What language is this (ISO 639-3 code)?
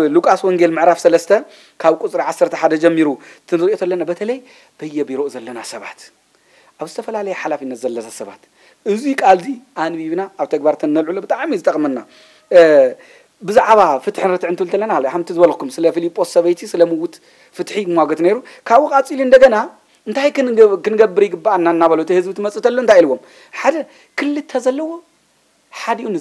tir